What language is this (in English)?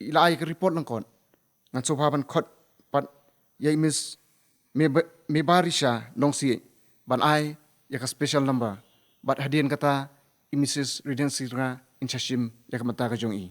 Khasi